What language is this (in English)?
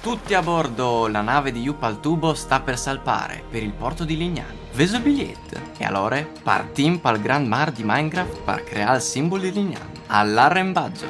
Friulian